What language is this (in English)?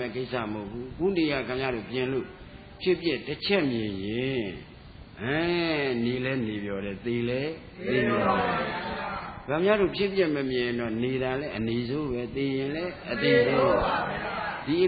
Burmese